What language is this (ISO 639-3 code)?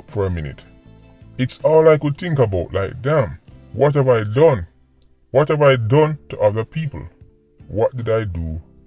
jam